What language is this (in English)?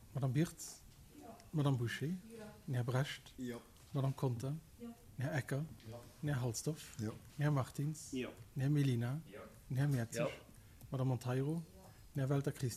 Luxembourgish